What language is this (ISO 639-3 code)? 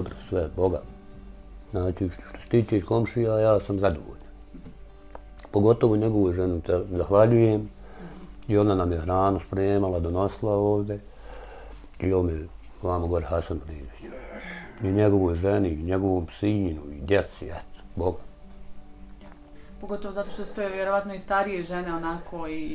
bos